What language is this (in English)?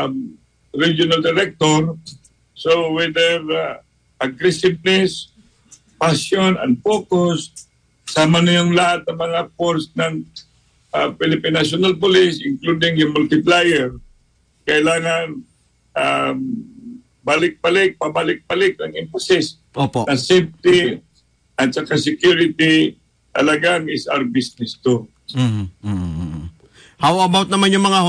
Filipino